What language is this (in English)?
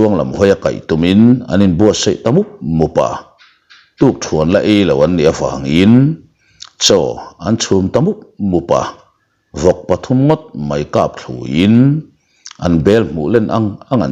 Mizo